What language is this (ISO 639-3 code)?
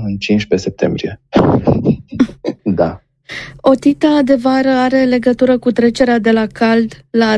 ron